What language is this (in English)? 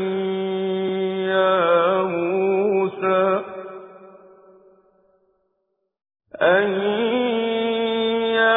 Arabic